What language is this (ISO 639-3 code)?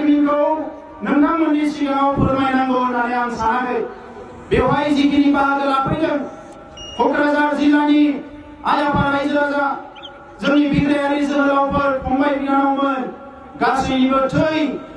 brx